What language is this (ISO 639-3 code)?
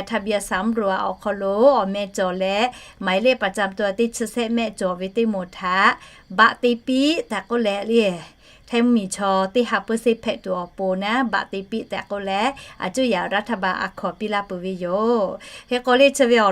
lhu